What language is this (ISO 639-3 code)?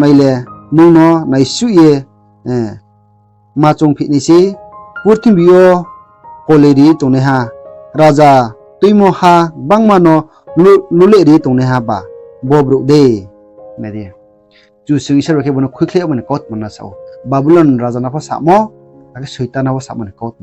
ria